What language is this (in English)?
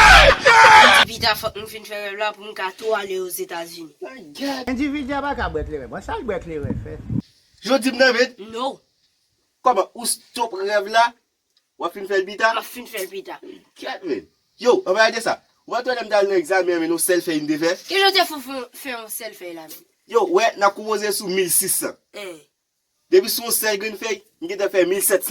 Haitian Creole